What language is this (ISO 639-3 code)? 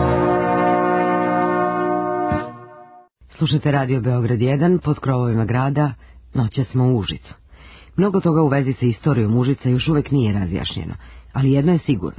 srp